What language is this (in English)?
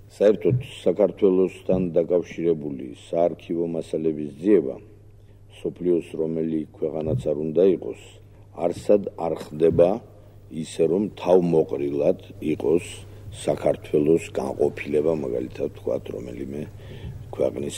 Georgian